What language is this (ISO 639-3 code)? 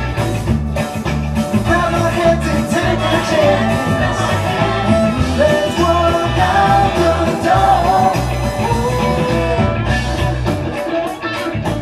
mal